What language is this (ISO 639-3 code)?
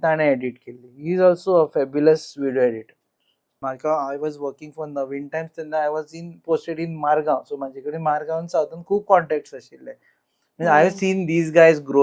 kok